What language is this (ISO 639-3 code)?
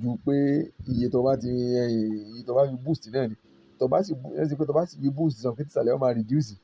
yor